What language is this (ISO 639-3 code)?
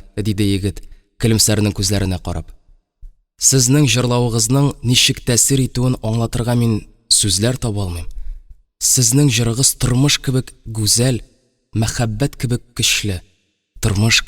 tat